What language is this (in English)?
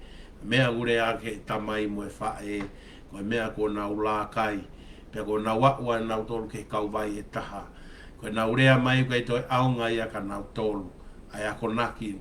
Tongan